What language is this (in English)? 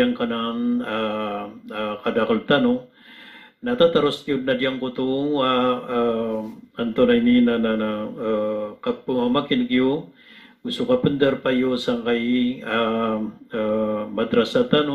Maranao